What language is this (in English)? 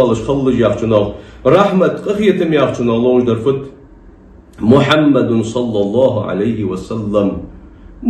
Ingush